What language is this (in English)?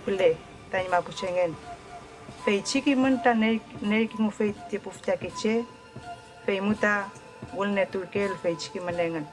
Mapuche